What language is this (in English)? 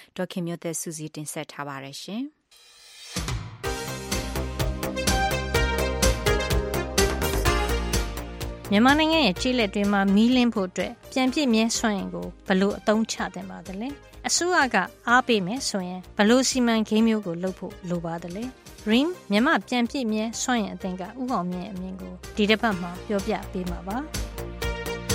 Burmese